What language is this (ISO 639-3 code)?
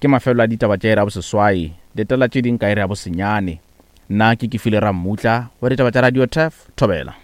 nso